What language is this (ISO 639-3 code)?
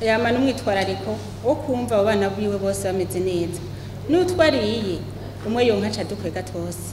run